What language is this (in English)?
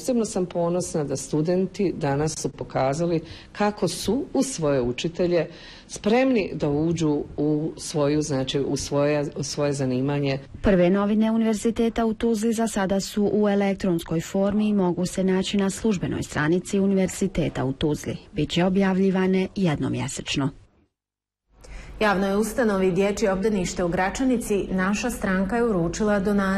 Bosnian